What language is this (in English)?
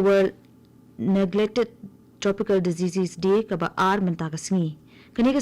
Khasi